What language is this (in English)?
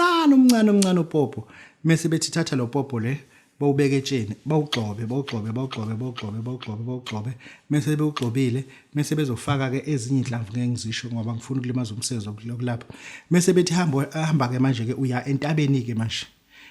Zulu